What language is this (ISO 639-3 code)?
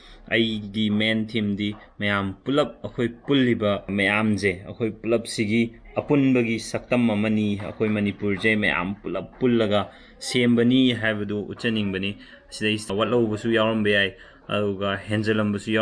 mni